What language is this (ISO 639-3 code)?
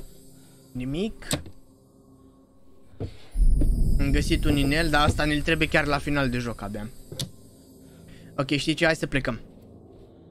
ron